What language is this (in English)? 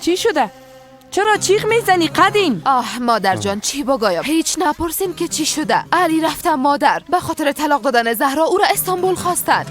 Persian